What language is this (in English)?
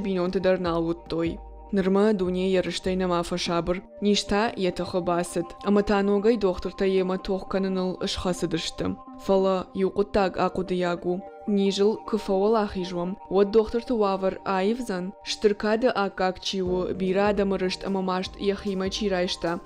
Ossetic